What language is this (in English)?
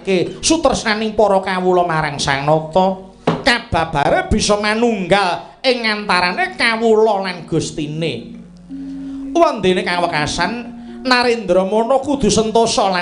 Javanese